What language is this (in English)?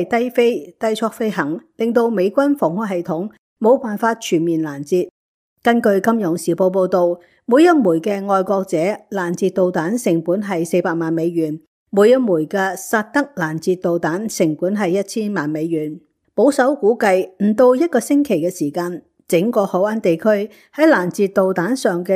Cantonese